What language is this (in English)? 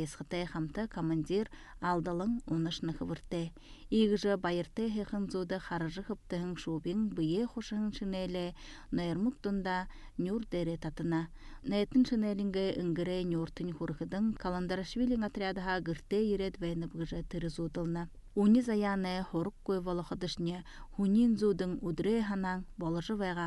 Buriat